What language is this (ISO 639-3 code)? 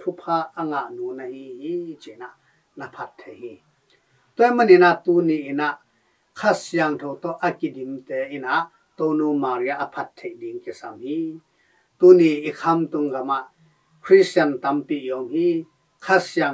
ctd